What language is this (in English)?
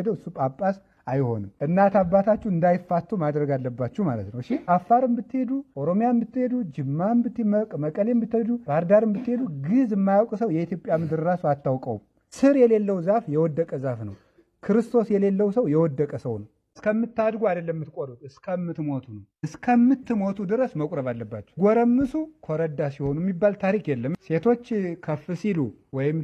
Amharic